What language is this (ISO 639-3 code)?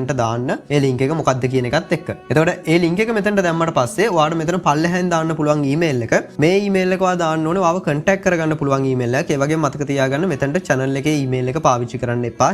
sin